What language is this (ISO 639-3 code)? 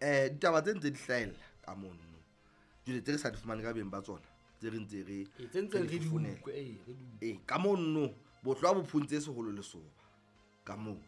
sot